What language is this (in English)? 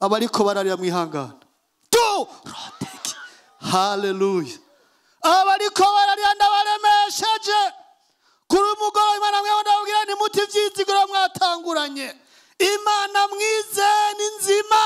Rundi